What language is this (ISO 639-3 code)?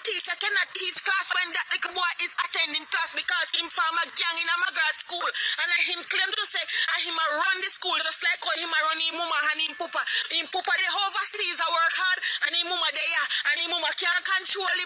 jam